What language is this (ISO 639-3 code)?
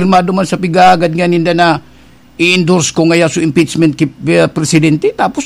bik